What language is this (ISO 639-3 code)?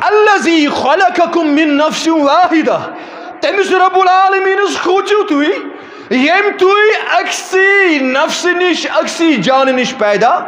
kas